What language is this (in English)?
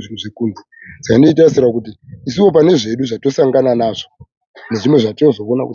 Shona